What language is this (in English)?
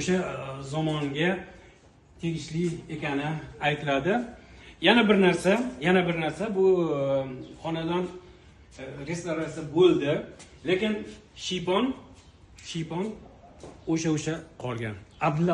Uzbek